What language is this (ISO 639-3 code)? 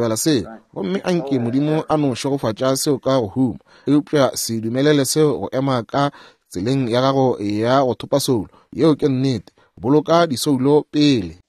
nso